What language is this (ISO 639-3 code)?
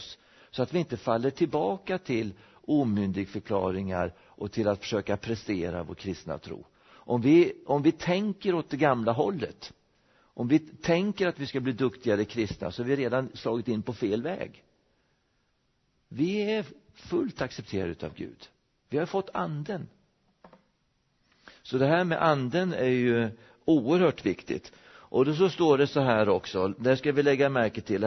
swe